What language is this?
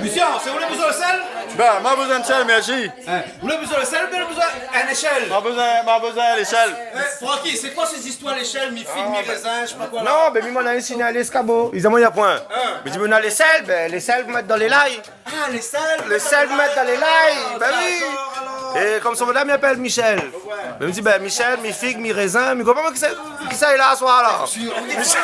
Réunion Creole French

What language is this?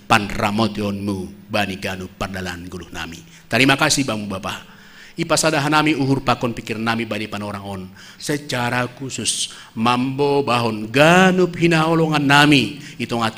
Batak Simalungun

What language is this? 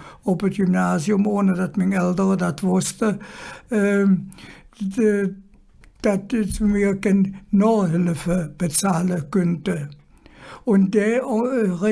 Colognian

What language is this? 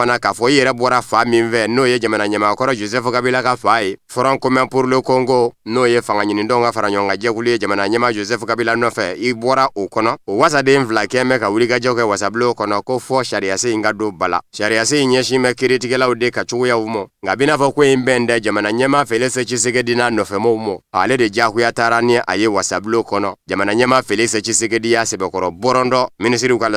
Bambara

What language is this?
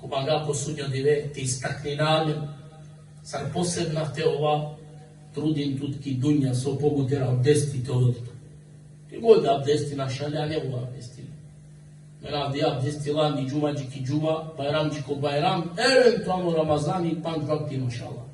Balkan Romani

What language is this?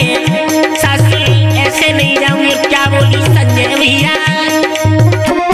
Bhojpuri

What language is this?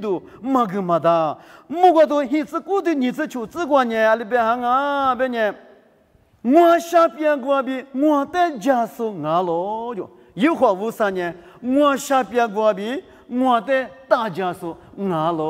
Lisu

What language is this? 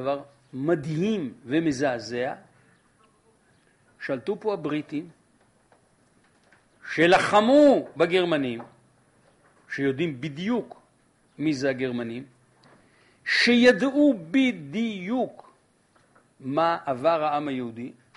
Hebrew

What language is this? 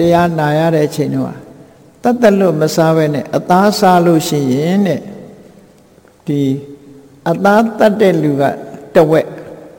Burmese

